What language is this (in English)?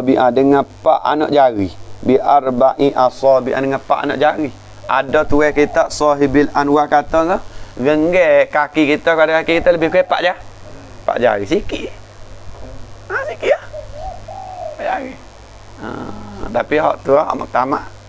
Malay